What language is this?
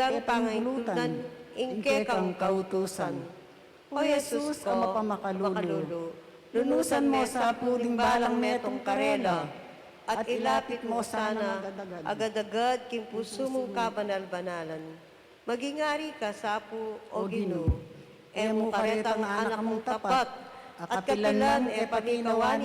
Pampanga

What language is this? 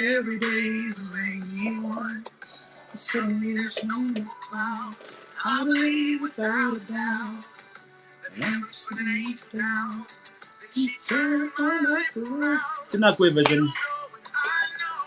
Māori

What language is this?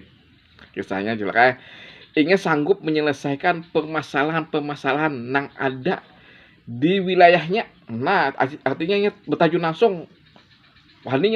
Banjar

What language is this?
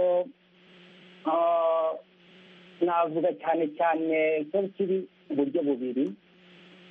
Kinyarwanda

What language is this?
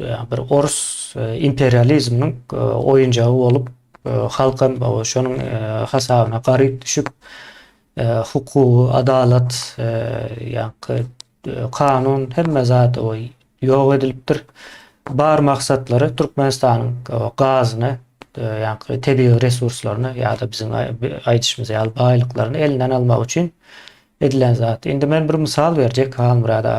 Turkmen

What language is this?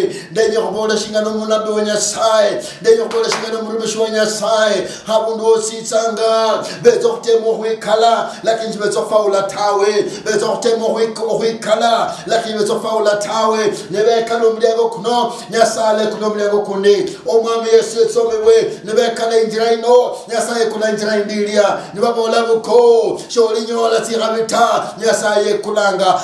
Luyia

